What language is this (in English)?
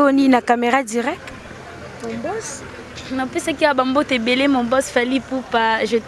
Lingala